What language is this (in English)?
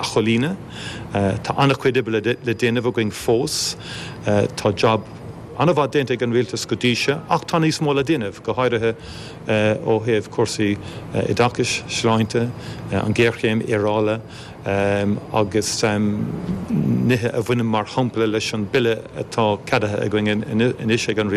Irish